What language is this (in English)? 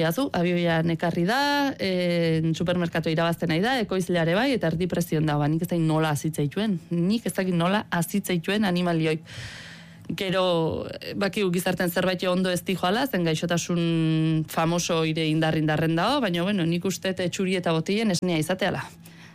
Basque